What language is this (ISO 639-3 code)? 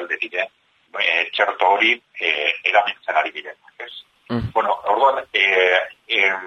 eus